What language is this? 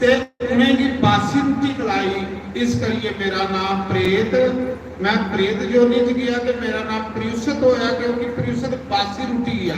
Dogri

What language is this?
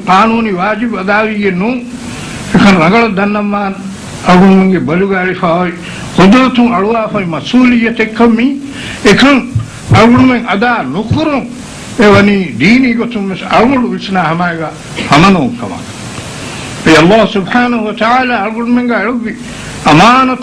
Divehi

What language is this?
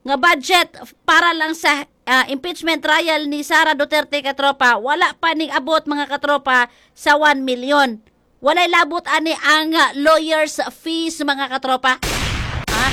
Cebuano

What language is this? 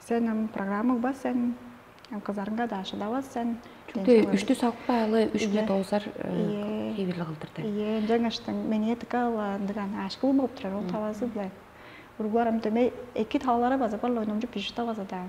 Tuvinian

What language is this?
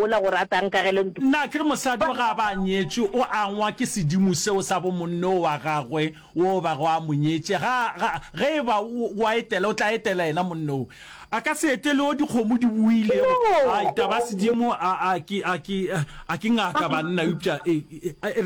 Northern Sotho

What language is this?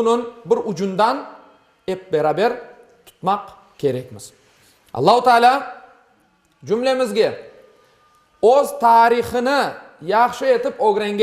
Crimean Tatar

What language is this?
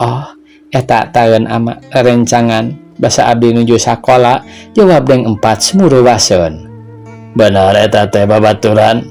Sundanese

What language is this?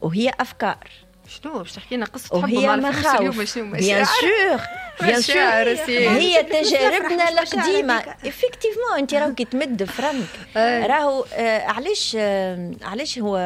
Tunisian Arabic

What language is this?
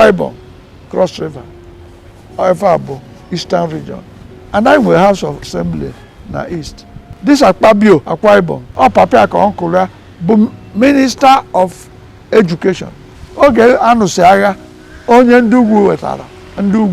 Igbo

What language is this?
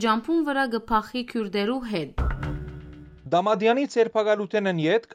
Western Armenian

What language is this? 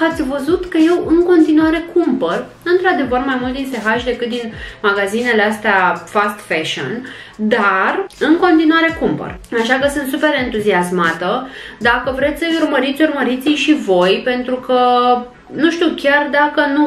Romanian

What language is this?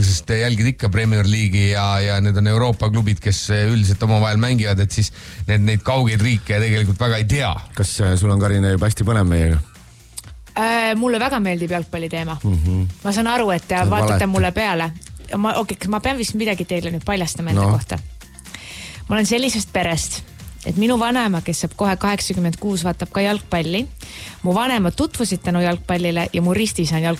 Estonian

